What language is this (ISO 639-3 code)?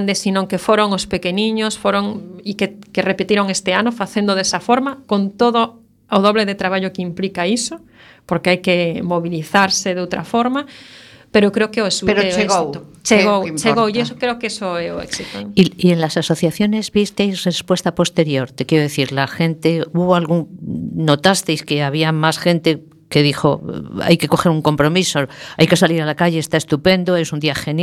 glg